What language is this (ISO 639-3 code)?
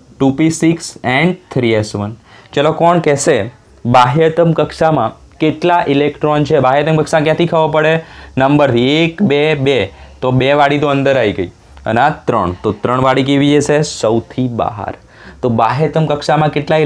guj